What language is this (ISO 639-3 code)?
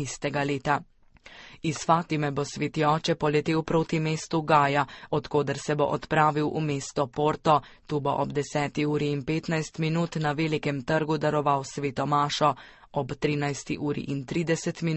slv